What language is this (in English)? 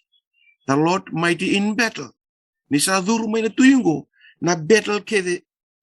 Fijian